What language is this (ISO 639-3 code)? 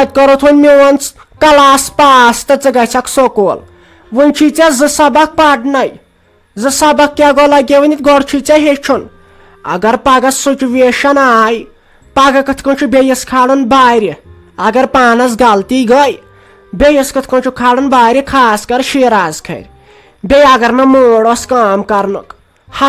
kas